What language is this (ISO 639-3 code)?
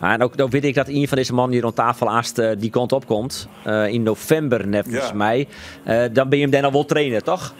fry